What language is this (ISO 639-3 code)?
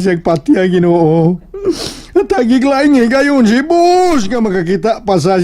ceb